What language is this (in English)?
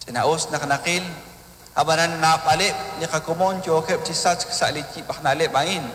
Kekchí